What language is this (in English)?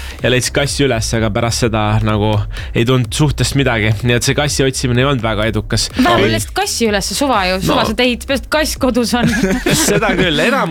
Estonian